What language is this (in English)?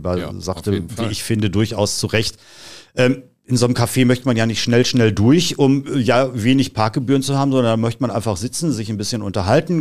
German